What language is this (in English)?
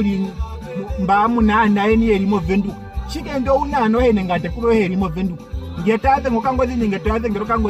Ndonga